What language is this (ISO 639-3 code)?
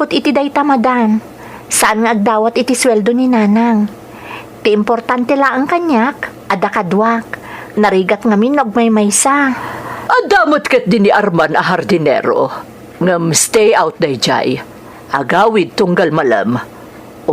ilo